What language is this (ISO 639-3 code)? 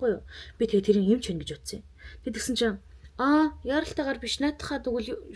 mon